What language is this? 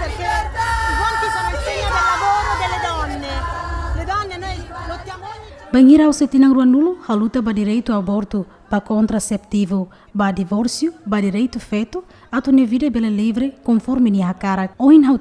Tetum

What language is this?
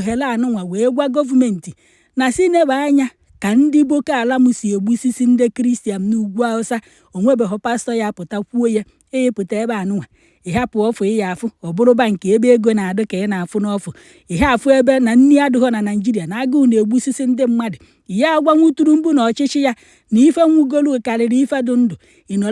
Igbo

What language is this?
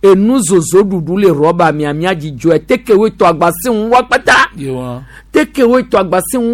Gen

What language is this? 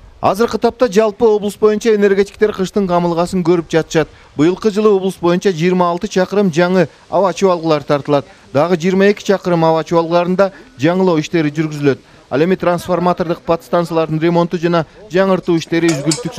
Kyrgyz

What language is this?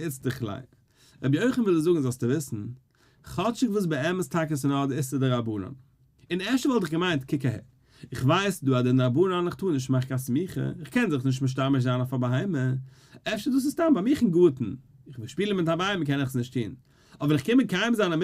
Yiddish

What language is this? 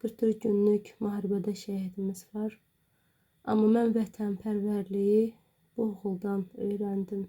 Azerbaijani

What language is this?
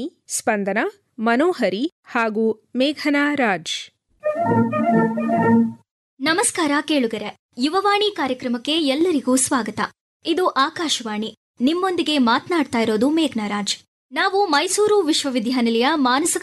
Kannada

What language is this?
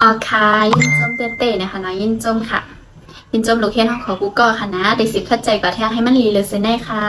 Shan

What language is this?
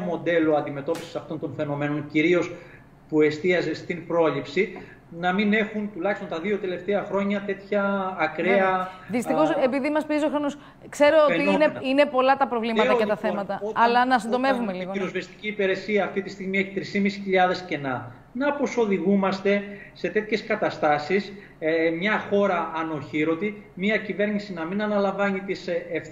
Greek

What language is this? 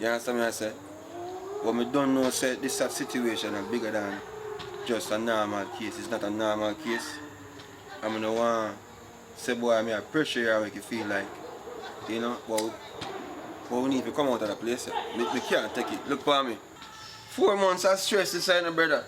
Jamaican Creole English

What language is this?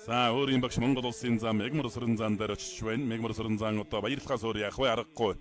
Mongolian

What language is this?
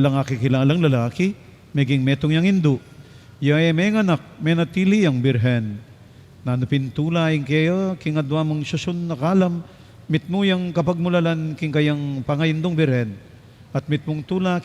Pampanga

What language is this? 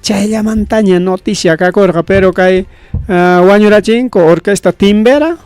Ayacucho Quechua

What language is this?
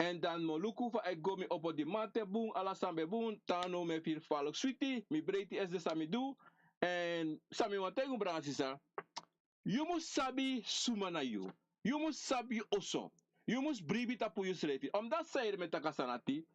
Sranan Tongo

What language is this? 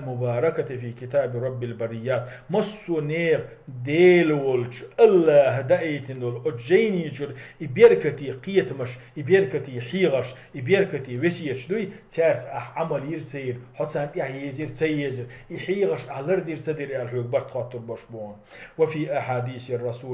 Chechen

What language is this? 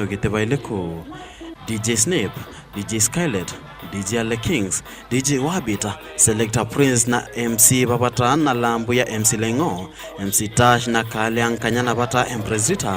Meru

